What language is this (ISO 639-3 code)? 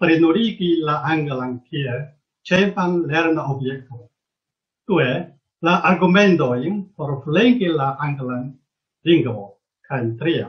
epo